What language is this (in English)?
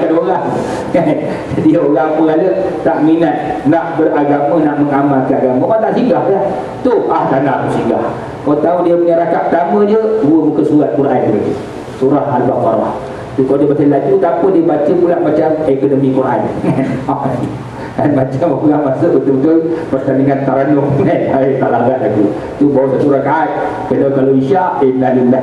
Malay